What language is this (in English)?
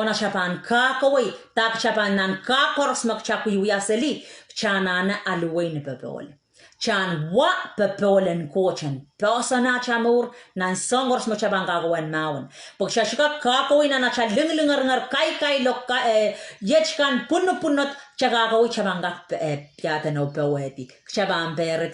Pohnpeian